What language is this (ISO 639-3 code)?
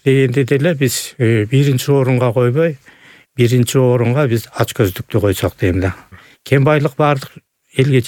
kir